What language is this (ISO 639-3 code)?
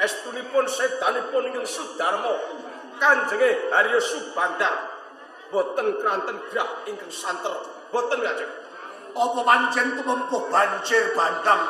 jav